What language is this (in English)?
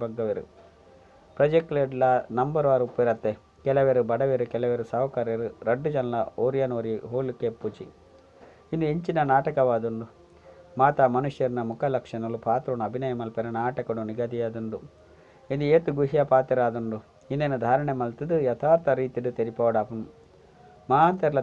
Tulu